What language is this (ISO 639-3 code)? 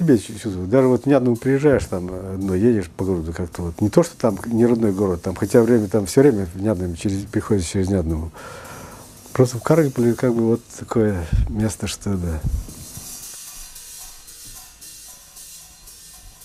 rus